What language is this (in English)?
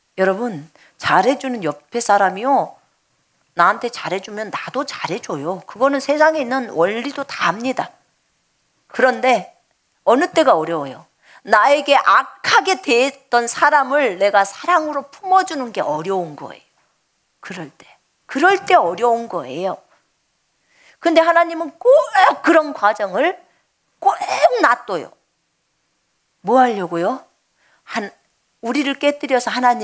Korean